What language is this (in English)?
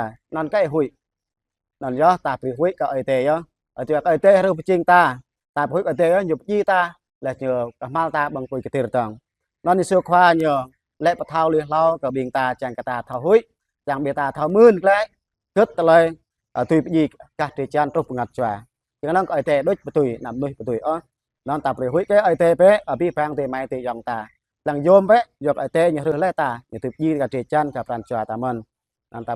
Jarai